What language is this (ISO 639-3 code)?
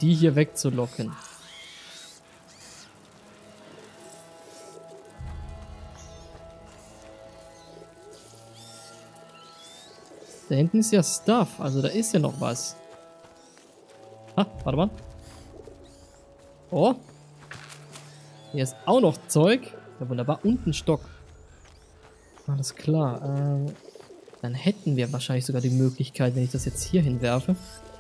deu